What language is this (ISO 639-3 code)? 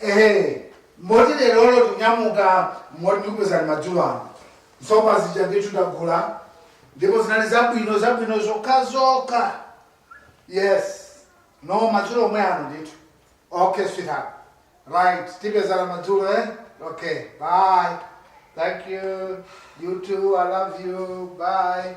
nya